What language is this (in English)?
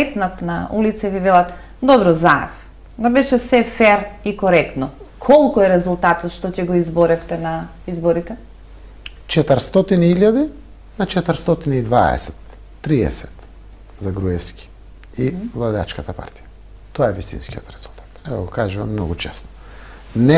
Macedonian